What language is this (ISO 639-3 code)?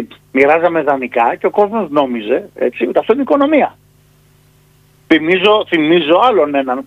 ell